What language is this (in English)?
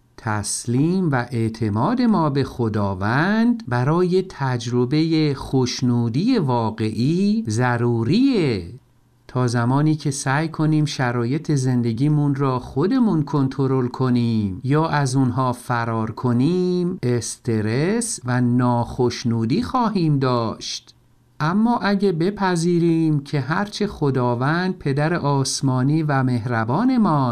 Persian